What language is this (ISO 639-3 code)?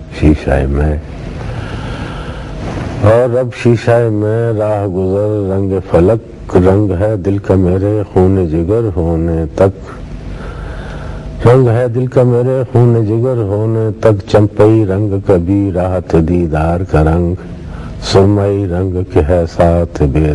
urd